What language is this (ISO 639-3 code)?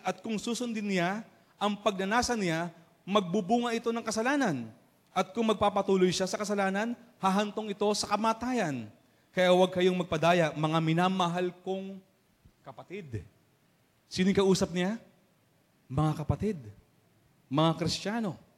fil